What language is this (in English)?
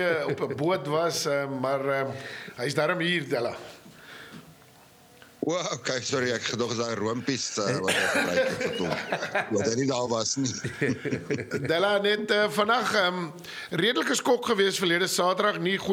Afrikaans